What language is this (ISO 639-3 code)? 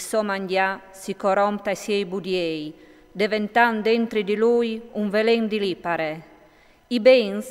fur